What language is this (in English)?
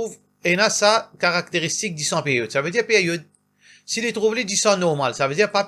Morisyen